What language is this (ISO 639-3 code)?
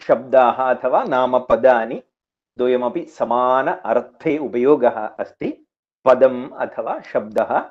san